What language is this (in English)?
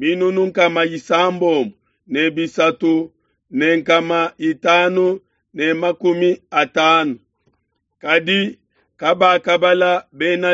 Luba-Lulua